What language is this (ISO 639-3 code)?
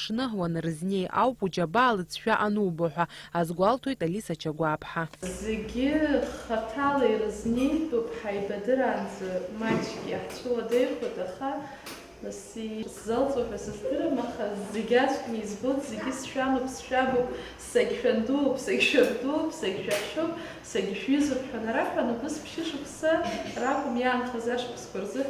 abk